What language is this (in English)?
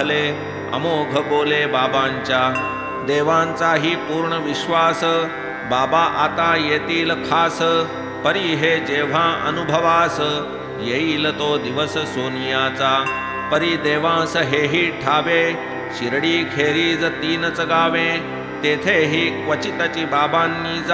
Marathi